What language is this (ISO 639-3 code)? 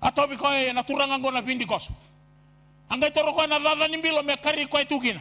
fij